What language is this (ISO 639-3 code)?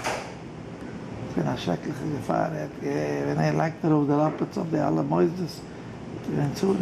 yid